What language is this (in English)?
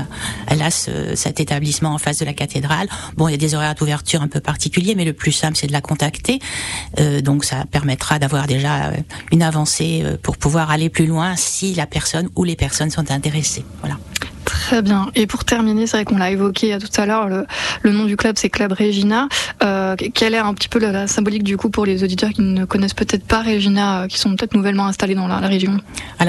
French